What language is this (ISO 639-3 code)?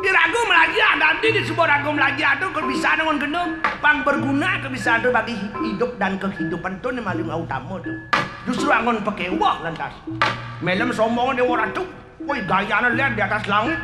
ban